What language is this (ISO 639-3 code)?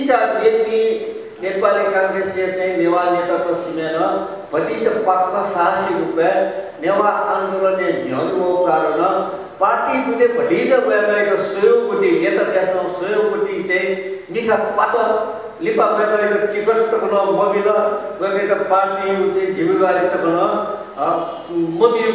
new